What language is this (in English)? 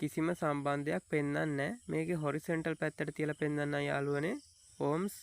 Sinhala